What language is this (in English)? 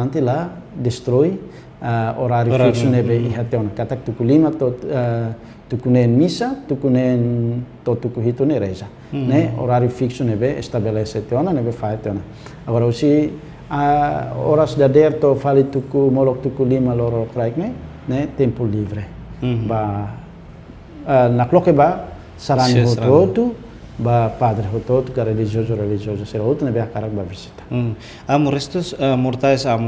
Tetum